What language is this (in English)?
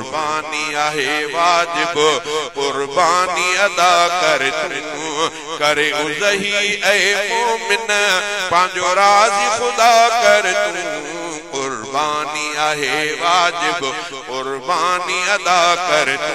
Sindhi